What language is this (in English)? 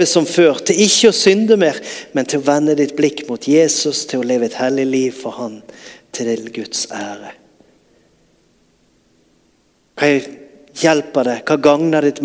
Norwegian